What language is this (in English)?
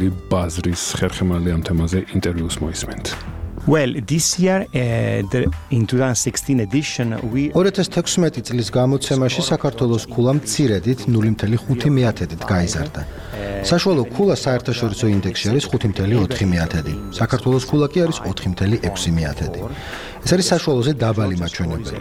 Georgian